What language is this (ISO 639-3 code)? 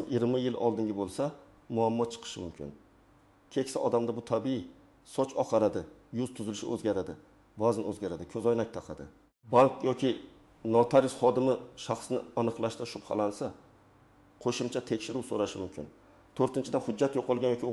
uzb